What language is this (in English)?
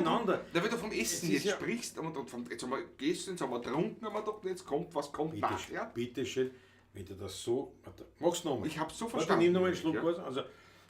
Bavarian